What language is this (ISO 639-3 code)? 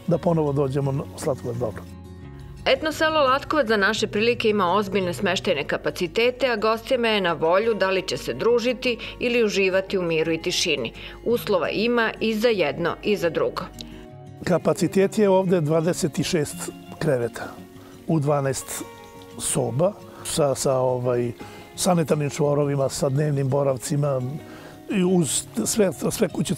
srp